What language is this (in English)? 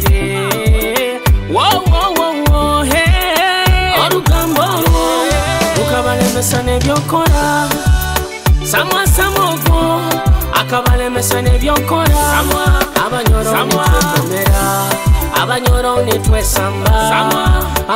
Nyoro